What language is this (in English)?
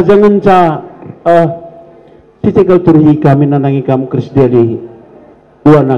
Batak Karo